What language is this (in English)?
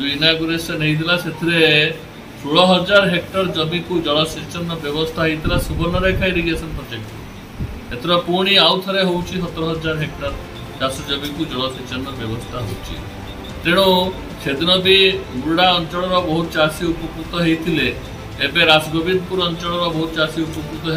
Odia